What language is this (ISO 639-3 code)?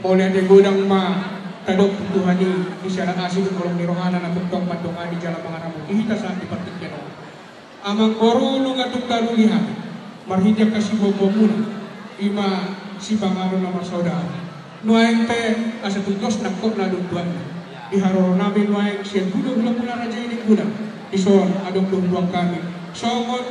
bbc